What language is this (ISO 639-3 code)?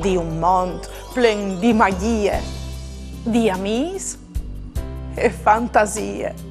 fur